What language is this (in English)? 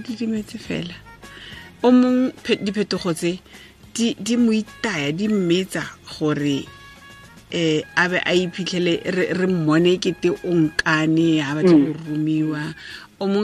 Tswana